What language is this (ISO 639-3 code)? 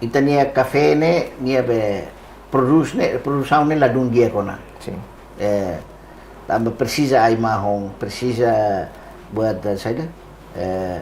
tet